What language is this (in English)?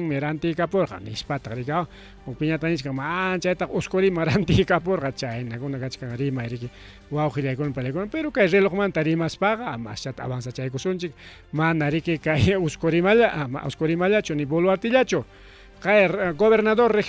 Ayacucho Quechua